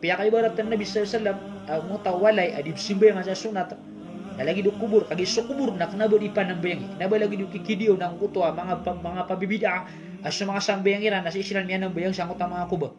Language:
Maranao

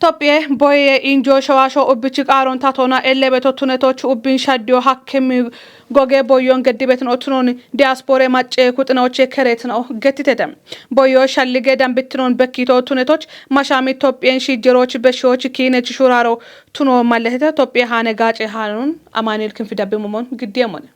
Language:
Kafa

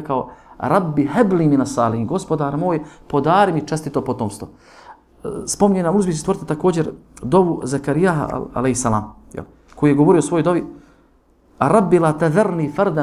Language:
Bosnian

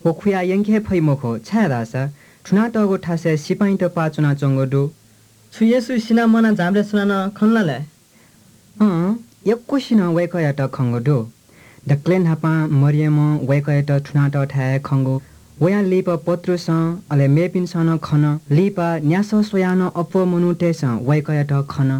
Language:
Newari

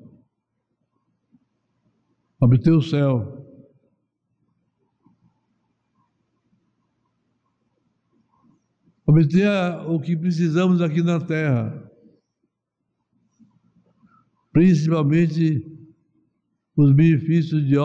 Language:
Portuguese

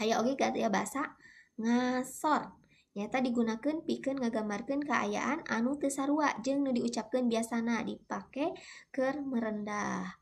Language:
Sundanese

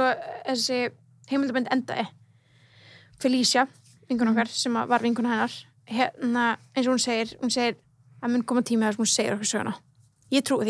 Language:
Icelandic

